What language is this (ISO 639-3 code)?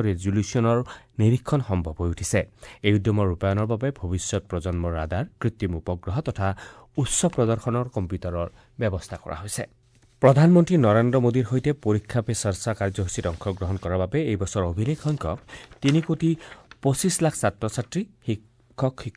asm